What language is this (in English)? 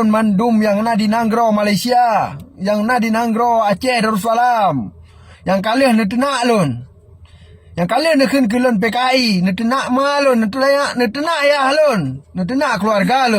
Achinese